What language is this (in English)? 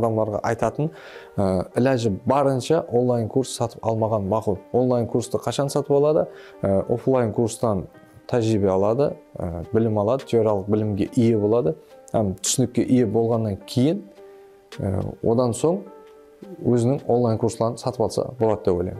Kara-Kalpak